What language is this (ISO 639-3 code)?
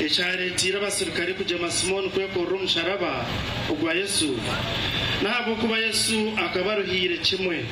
nyn